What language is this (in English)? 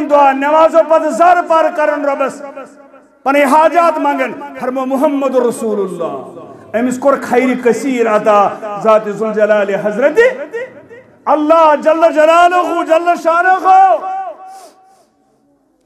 Kashmiri